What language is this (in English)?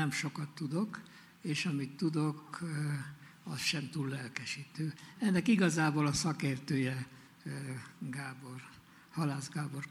Hungarian